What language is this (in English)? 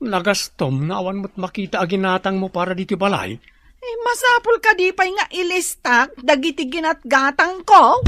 Iloko